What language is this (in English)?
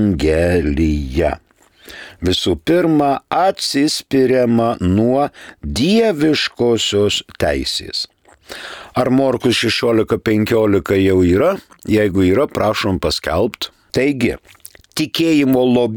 Lithuanian